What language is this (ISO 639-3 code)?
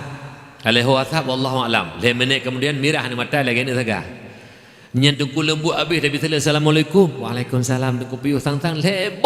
ace